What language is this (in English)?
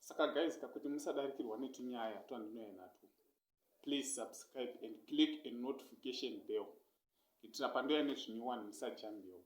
Shona